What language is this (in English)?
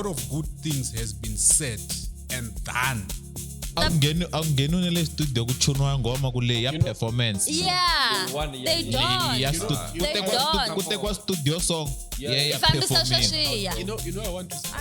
Tsonga